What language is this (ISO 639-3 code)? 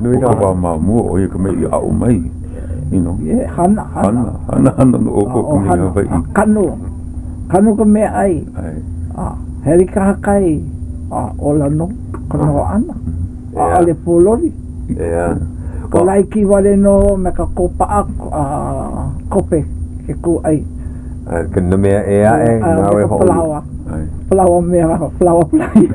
haw